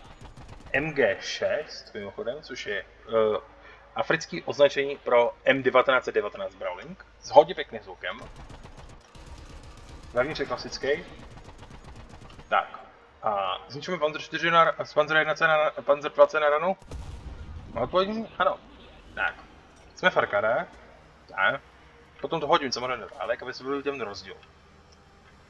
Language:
Czech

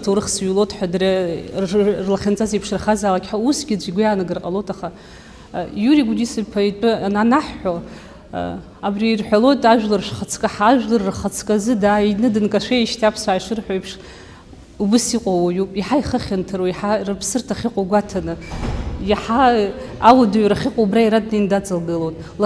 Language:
Abkhazian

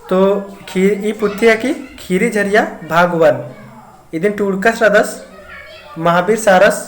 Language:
Kurukh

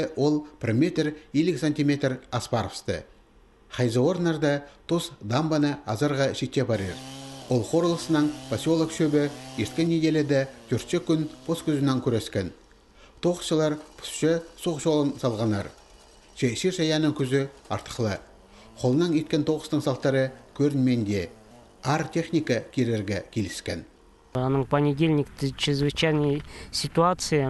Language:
Khakas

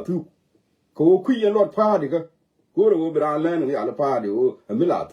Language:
Nuer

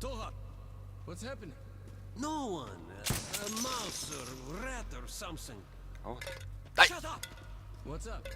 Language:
Swiss German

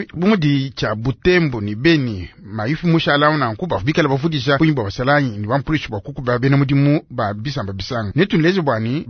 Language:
Luba-Lulua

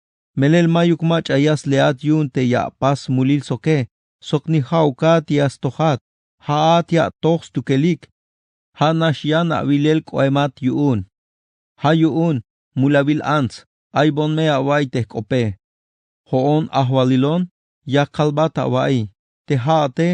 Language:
Tzeltal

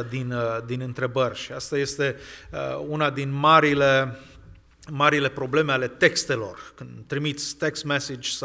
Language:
Romanian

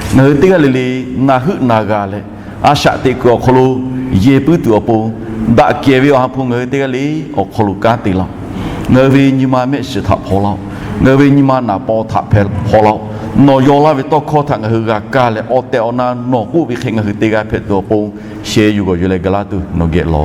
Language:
Lahu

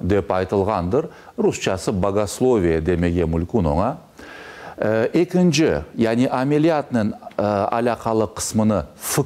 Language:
Crimean Tatar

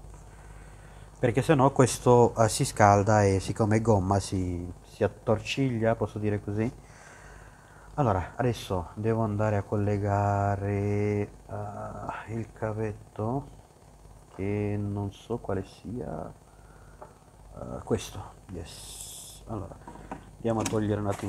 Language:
Italian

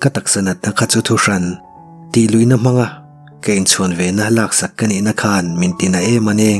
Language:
Mizo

